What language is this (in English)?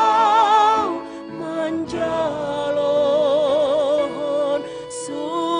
Batak Simalungun